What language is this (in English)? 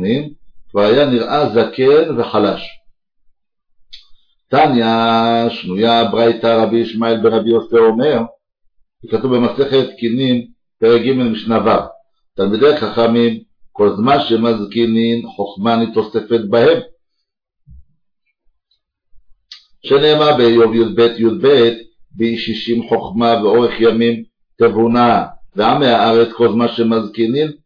Hebrew